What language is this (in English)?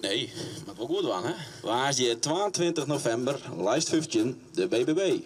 Western Frisian